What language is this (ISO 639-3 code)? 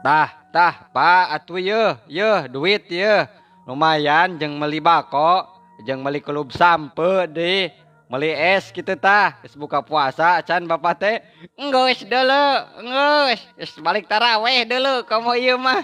sun